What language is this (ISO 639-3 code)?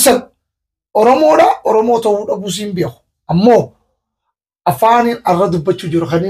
orm